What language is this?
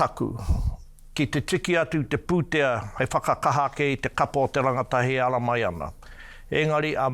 Māori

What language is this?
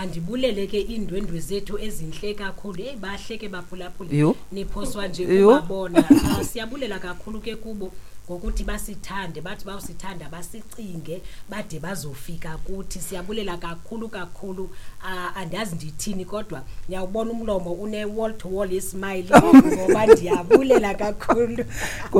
Xhosa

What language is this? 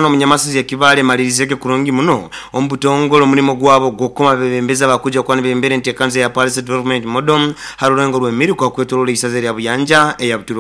Nyoro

